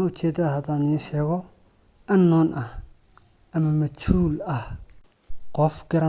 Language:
Somali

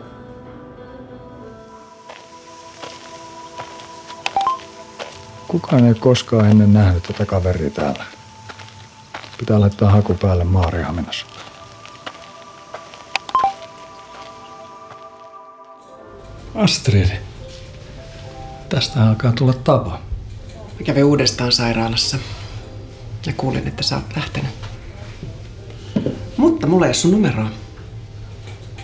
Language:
Finnish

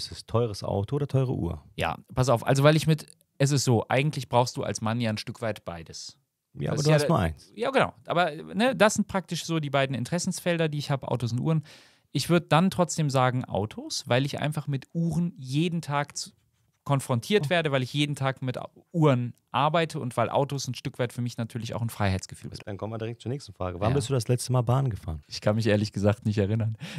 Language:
German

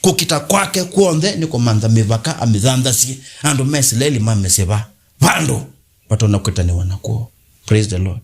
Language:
Kamba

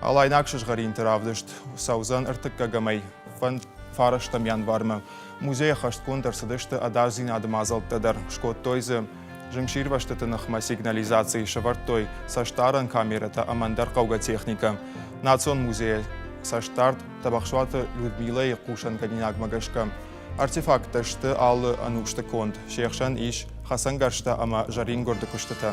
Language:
Ossetic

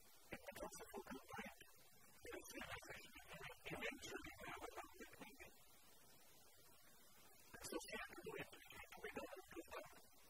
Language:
English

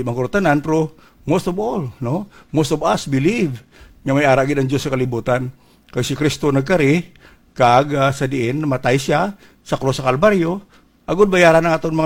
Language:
Hiligaynon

